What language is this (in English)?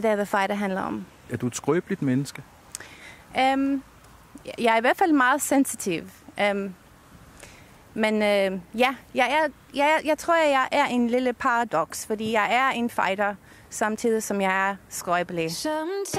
Danish